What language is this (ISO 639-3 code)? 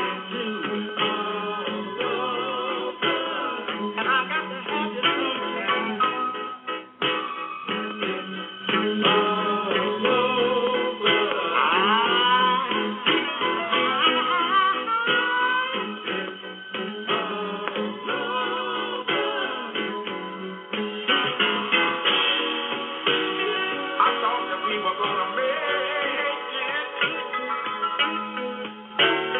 eng